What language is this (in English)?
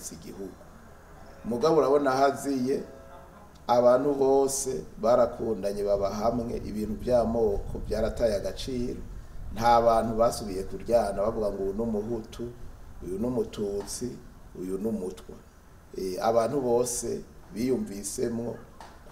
Rundi